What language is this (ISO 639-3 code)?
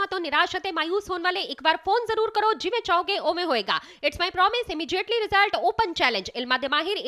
pan